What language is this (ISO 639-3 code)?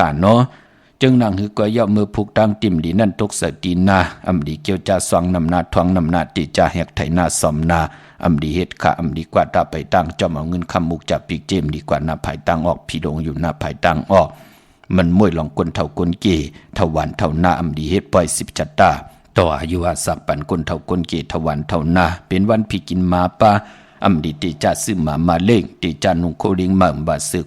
shn